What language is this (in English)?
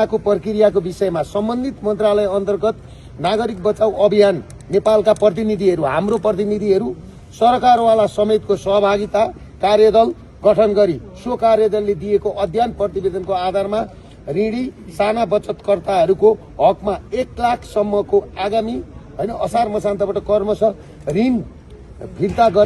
Nepali